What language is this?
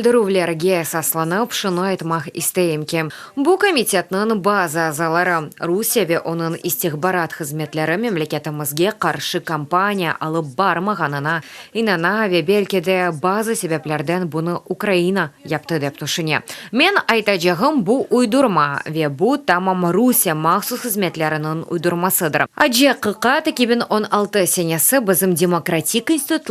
Crimean Tatar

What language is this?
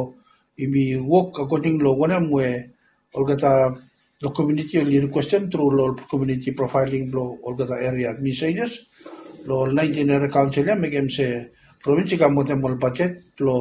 Bislama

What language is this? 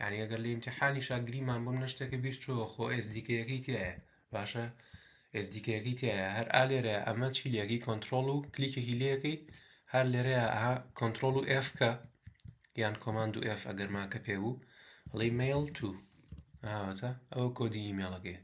Central Kurdish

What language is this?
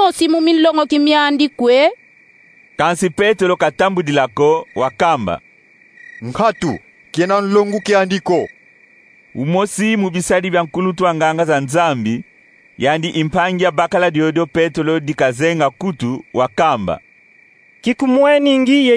Kongo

